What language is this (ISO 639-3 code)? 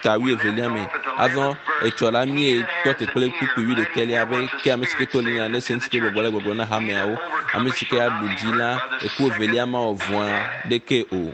ewe